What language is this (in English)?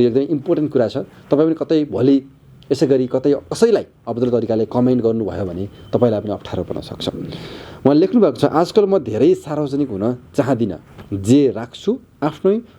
Nepali